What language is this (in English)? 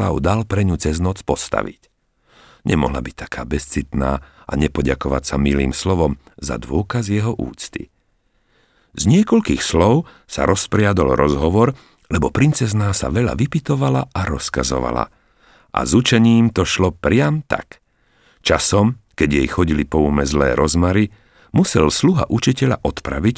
Slovak